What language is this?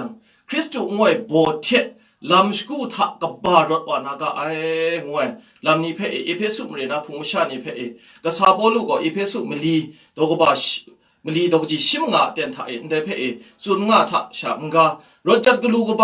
Kachin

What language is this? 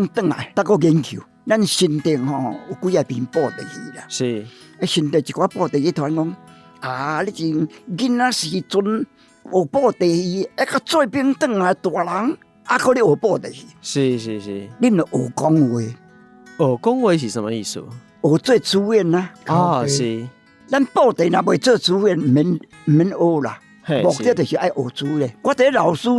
Min Nan Chinese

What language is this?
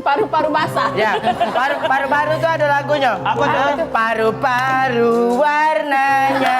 Musi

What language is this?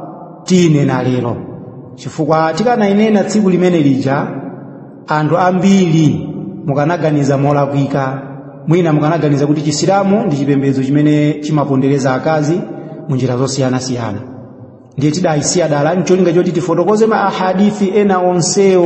Nyanja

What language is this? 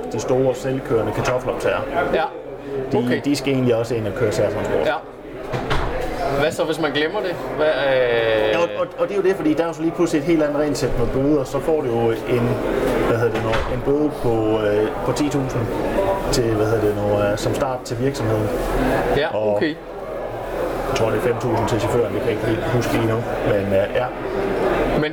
Danish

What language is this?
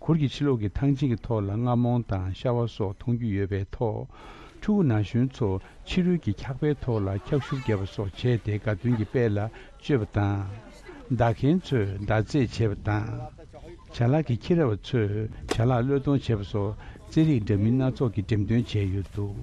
Tibetan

